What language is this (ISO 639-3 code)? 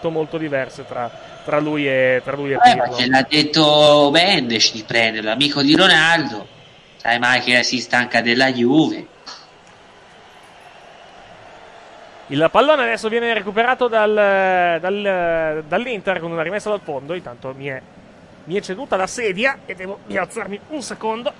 ita